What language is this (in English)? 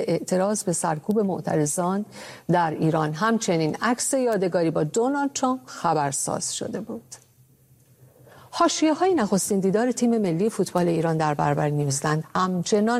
Persian